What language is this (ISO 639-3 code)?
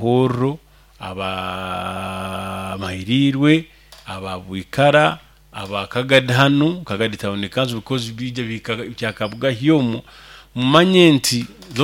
nyo